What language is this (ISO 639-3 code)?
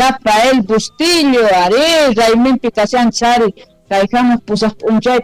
quh